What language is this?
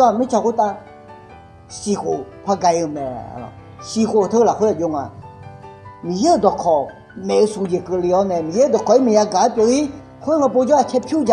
Akha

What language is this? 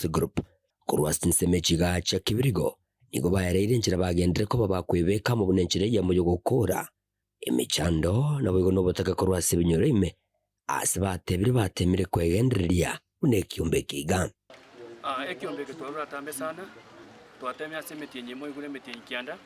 Gusii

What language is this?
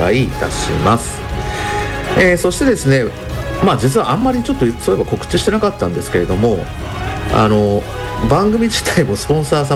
Japanese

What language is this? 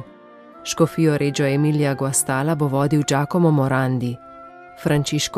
Slovenian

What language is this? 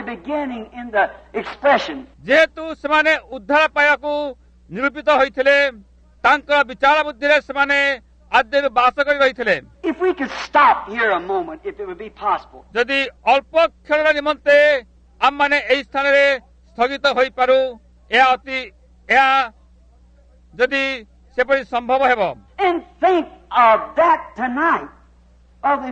Odia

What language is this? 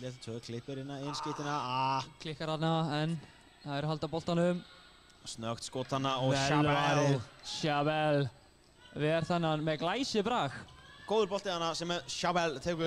Icelandic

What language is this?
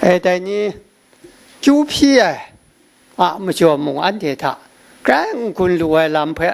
Kachin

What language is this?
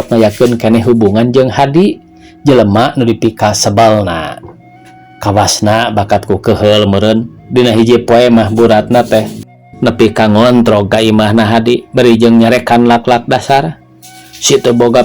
Sundanese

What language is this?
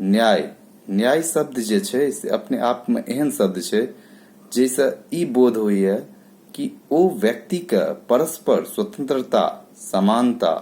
Maithili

